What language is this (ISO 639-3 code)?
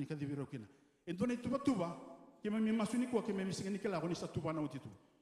fij